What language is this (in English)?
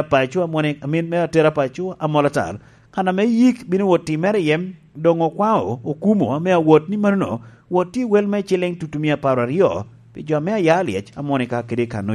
Lango (Uganda)